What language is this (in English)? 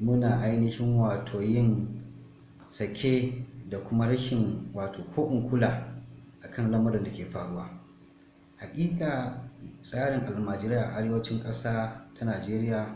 Hausa